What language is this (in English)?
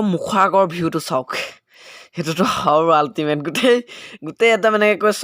Assamese